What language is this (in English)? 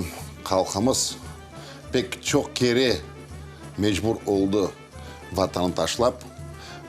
Crimean Tatar